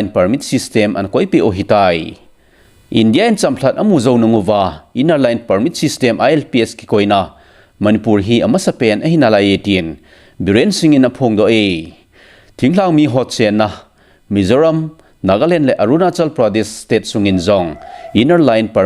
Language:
Thado Chin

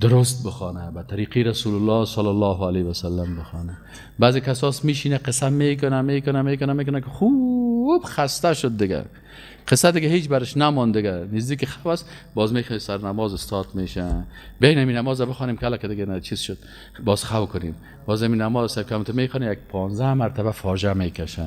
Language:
Persian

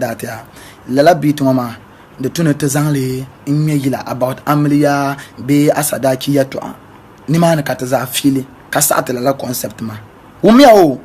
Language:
Dagbani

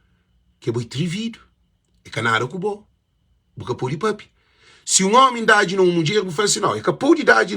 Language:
Kabuverdianu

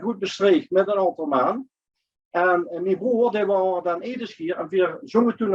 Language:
Limburgish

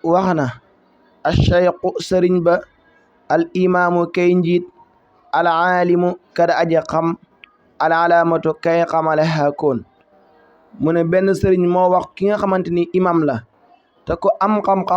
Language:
Wolof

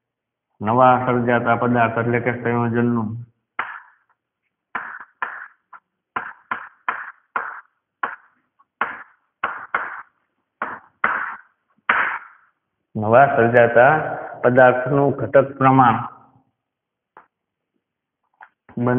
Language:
Gujarati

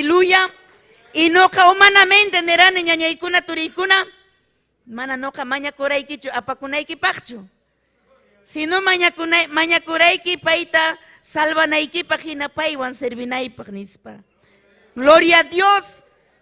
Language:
Ayacucho Quechua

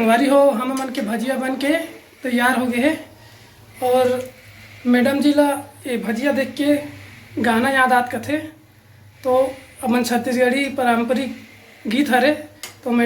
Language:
Chhattisgarhi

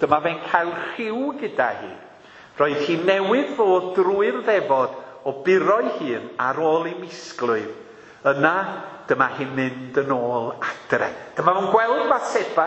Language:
Welsh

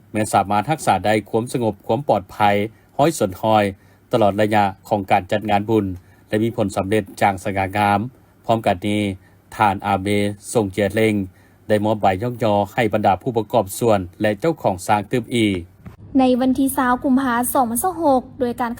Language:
Lao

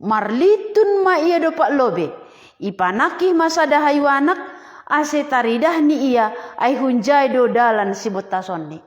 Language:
Batak Simalungun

